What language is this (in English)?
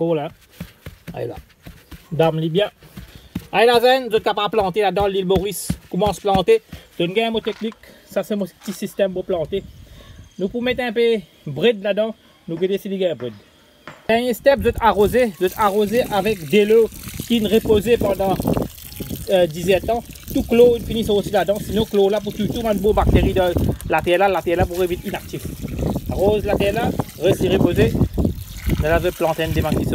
Morisyen